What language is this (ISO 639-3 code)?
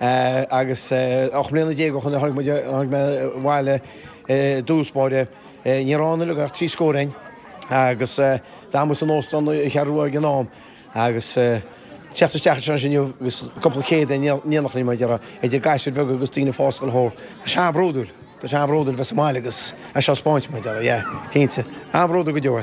gle